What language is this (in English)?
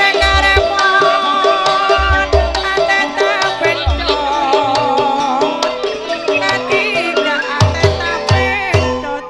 Madurese